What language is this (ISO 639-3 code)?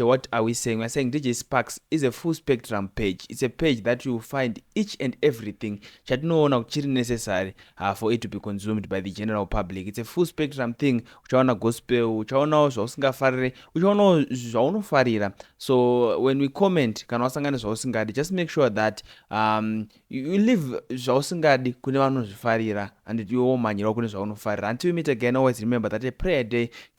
sna